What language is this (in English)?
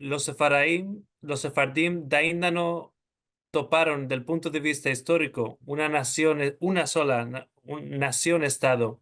Ladino